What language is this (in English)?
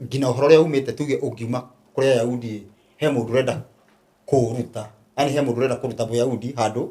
Kikuyu